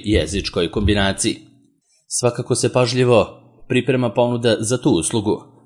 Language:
Serbian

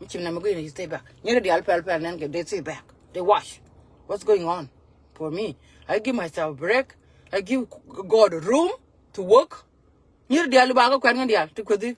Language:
Nuer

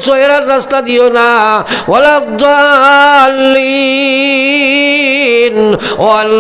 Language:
Sylheti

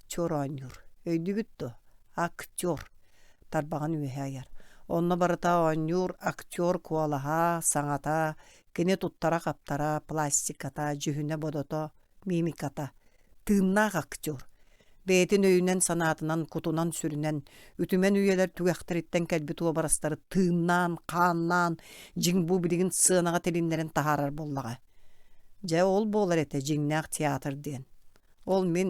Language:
Yakut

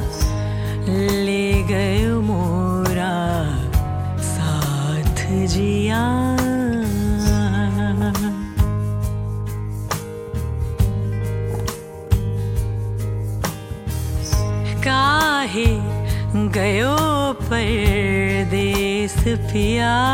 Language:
Hindi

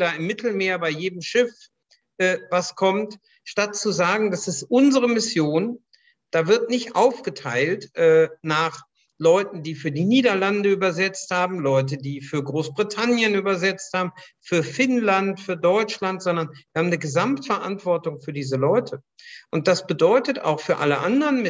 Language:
German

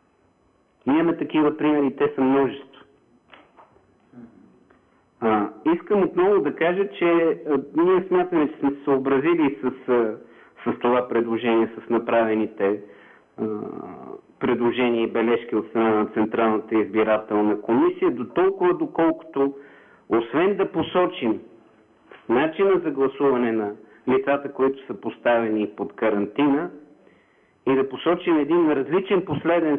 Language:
Bulgarian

